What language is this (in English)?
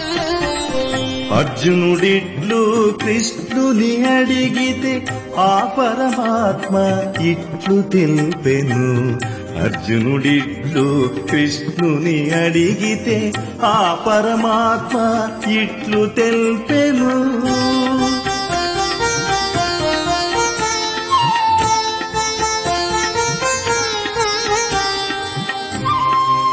Telugu